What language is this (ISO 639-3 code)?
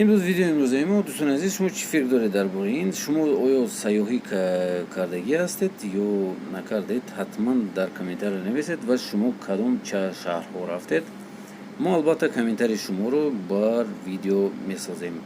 tgk